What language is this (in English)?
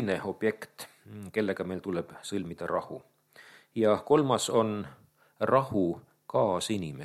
Estonian